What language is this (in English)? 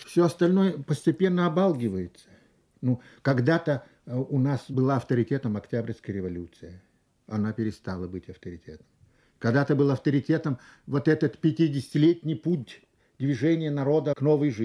Russian